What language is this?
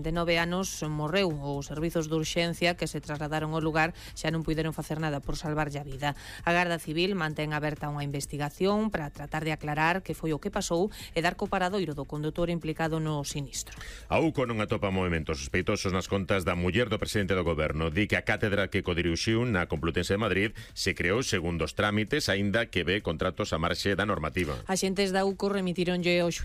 Galician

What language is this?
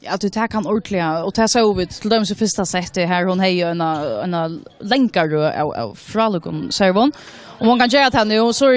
Faroese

